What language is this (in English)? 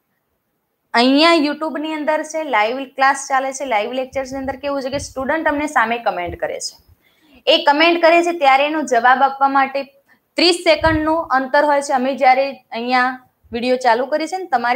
Gujarati